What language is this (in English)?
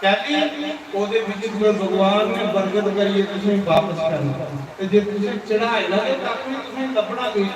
Dogri